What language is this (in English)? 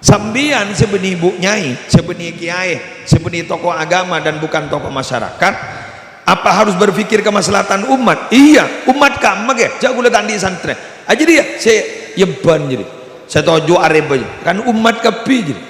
Madurese